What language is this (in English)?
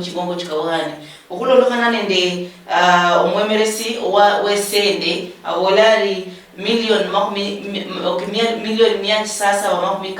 Luyia